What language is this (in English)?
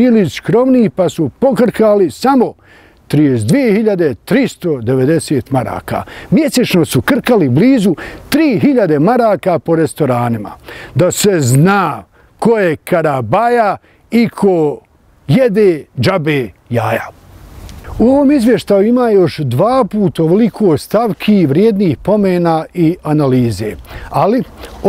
Bosnian